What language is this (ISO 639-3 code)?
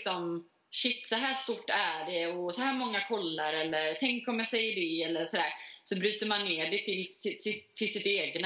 swe